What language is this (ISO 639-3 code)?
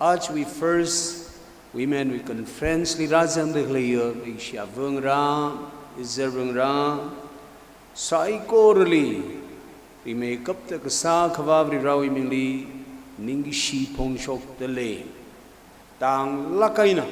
nmf